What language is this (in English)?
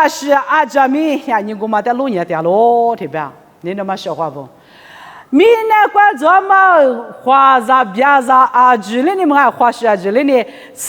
Lisu